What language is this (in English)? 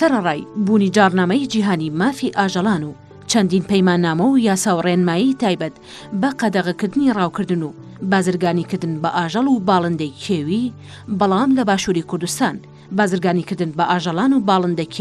Central Kurdish